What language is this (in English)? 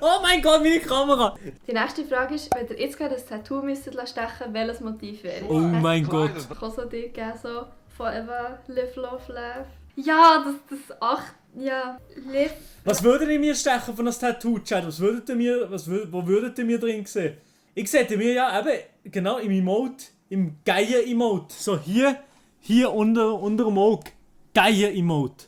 Swiss German